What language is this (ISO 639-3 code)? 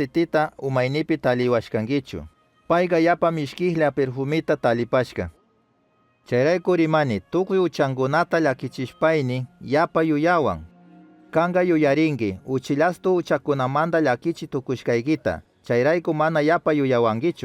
qug